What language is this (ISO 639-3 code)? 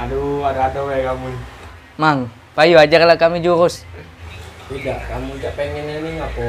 mui